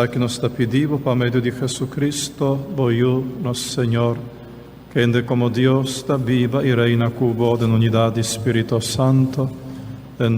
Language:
Papiamento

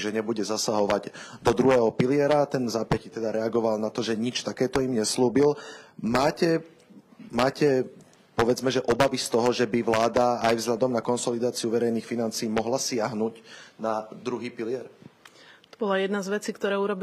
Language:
Slovak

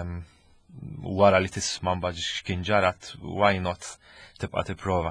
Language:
Maltese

